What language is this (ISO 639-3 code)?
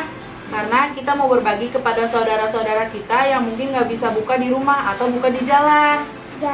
ind